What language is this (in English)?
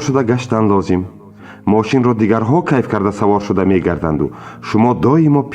Tajik